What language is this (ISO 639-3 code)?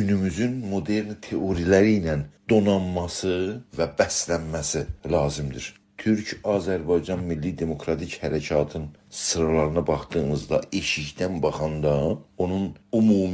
azb